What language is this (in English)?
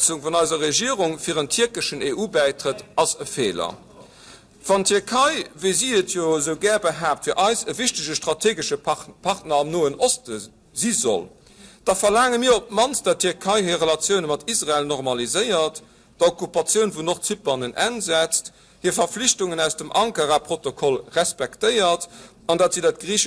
Luxembourgish